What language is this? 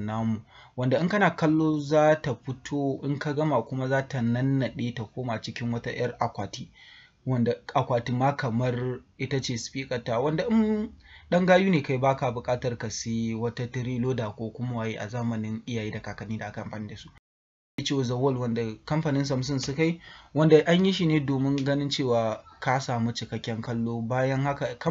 Hausa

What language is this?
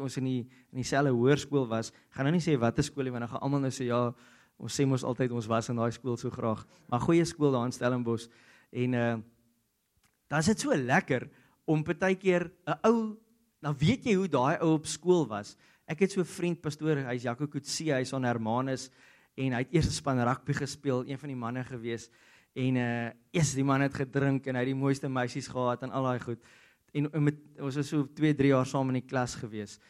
Afrikaans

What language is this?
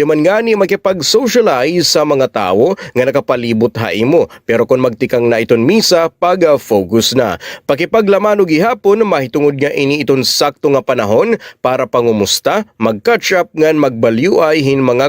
Waray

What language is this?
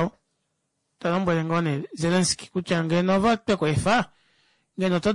Kuanyama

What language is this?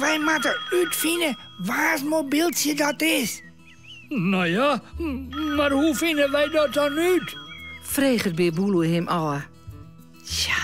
Western Frisian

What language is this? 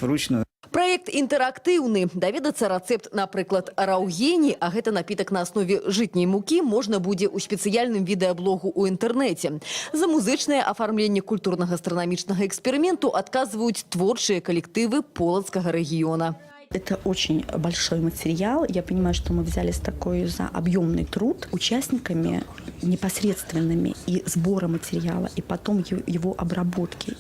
Belarusian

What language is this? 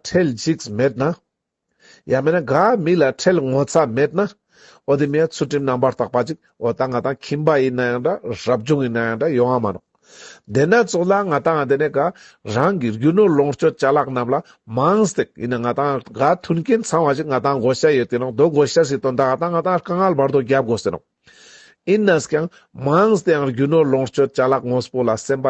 Ladakhi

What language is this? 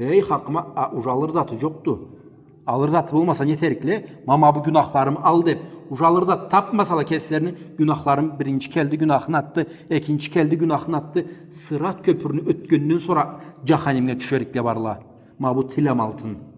Karachay-Balkar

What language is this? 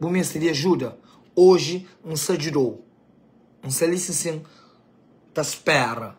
Kabuverdianu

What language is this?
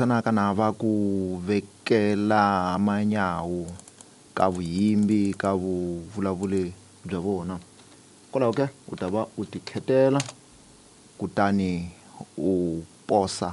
Tsonga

